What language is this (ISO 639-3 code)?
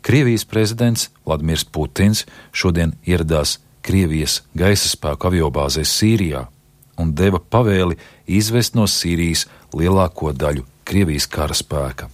lav